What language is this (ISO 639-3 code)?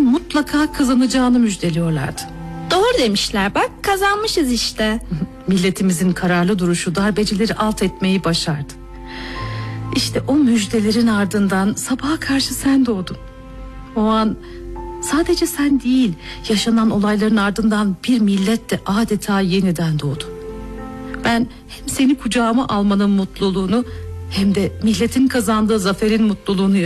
tur